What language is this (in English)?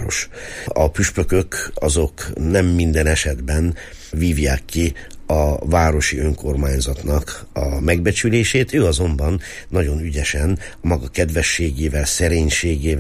Hungarian